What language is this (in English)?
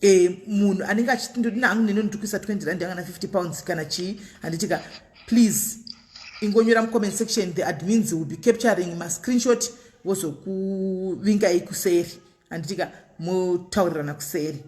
Shona